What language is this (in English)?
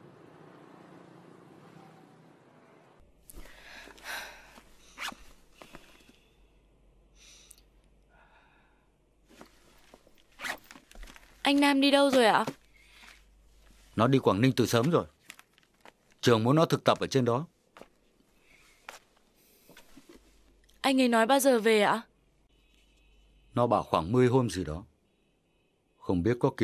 Vietnamese